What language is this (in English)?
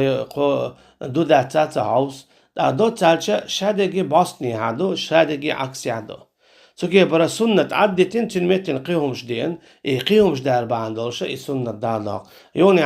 Chechen